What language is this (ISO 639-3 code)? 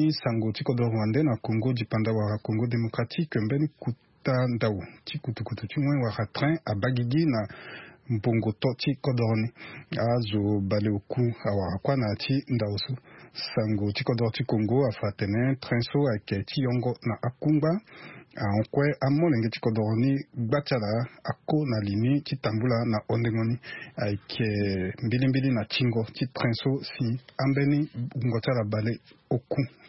sag